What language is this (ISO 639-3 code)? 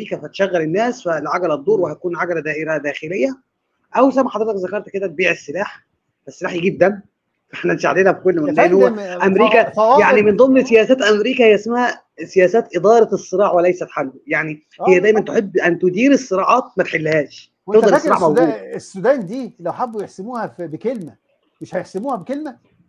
arz